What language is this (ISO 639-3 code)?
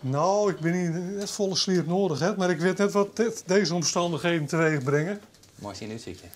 fry